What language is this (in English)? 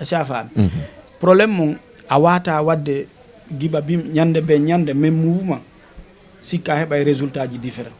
Fula